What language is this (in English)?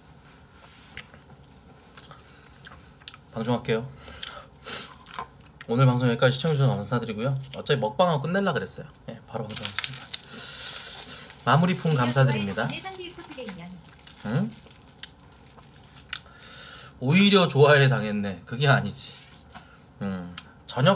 Korean